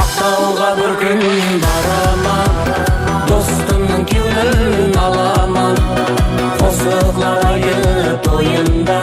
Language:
Kara-Kalpak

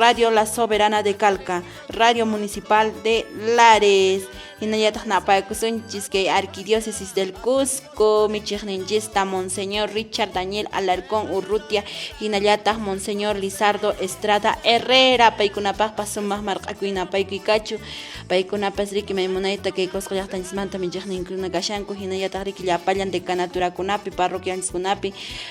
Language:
Quechua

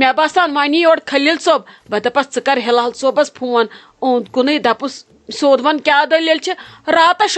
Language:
Kashmiri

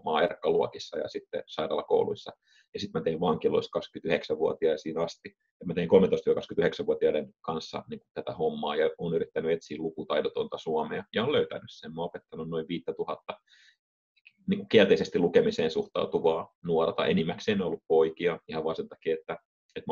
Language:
Finnish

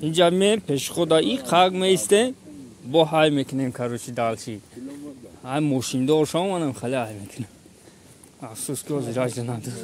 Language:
Tajik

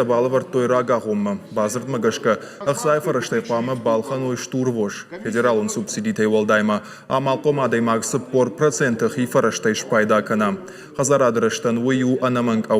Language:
Ossetic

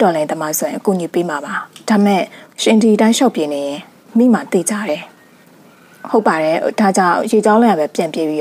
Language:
Burmese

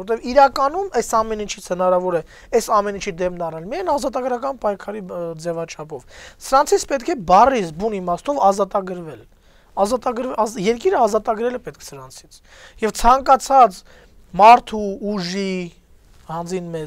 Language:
Armenian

